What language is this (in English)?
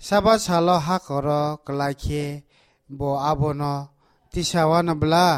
Kok Borok